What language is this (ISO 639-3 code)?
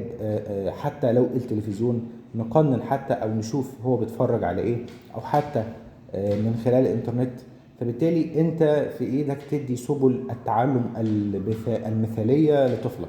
arz